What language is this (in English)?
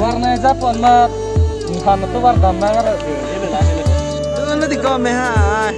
Karbi